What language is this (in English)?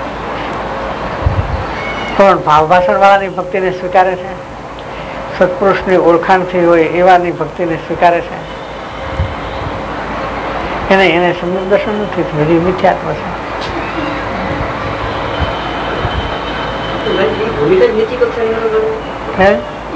Gujarati